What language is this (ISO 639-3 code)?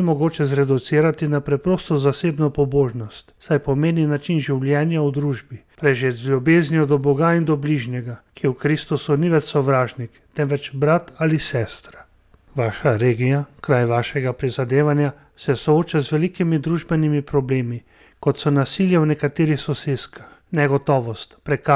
slv